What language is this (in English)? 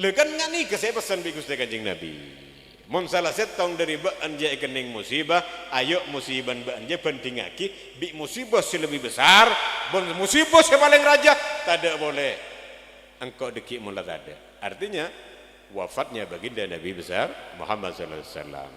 Madurese